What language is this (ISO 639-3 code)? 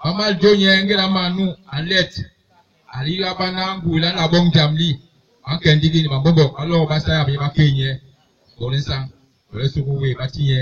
bas